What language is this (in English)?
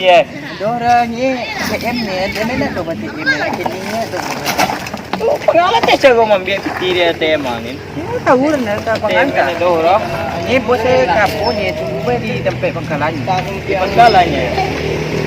Minangkabau